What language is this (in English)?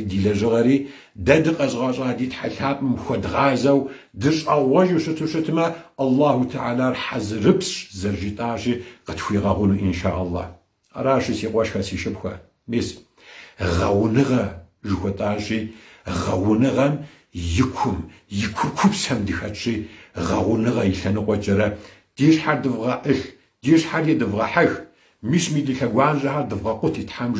Kabardian